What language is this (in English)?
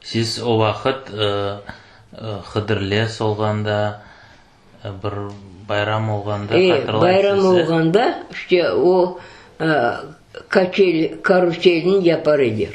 Crimean Tatar